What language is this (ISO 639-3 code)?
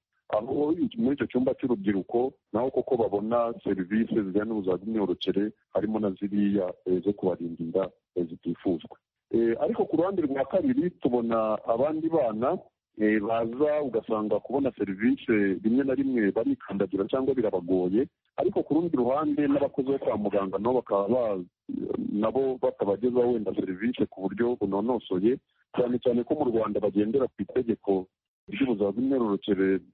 kin